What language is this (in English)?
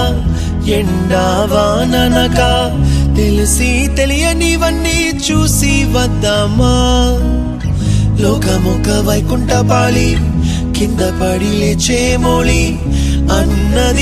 Telugu